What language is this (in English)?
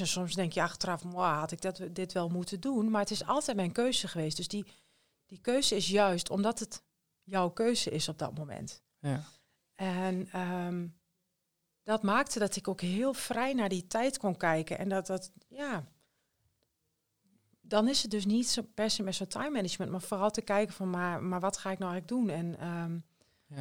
Dutch